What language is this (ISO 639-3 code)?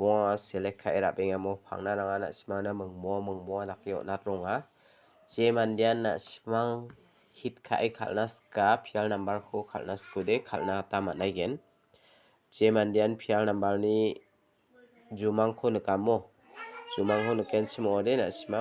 grt